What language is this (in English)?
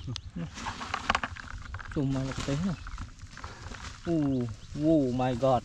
Vietnamese